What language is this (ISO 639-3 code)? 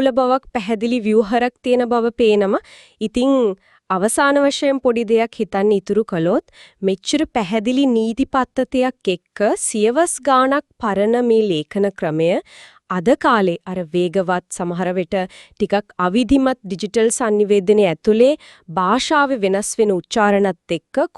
sin